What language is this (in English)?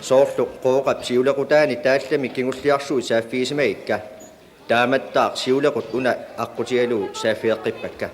Kalaallisut